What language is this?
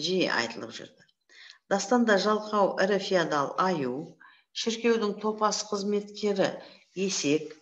Kazakh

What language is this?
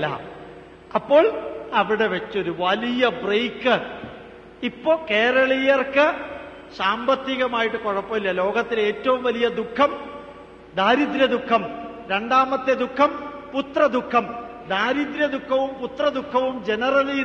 Malayalam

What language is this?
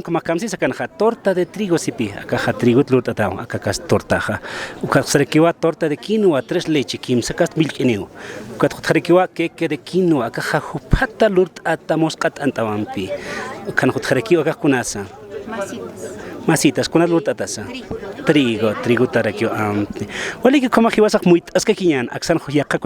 Aymara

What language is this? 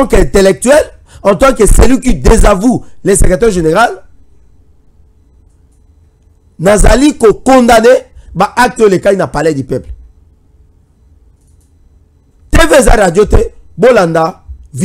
French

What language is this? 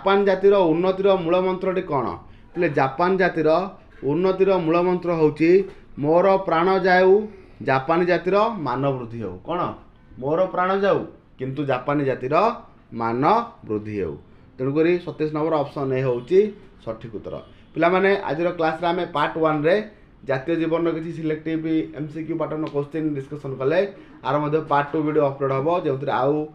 Odia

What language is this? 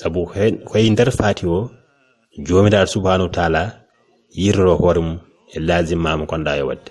Fula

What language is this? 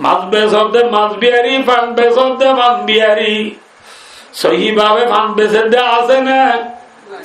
Rohingya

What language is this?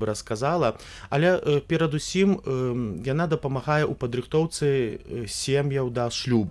Belarusian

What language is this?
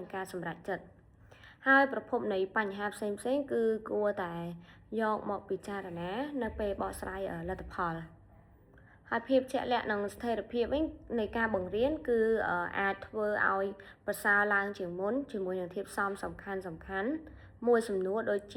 Khmer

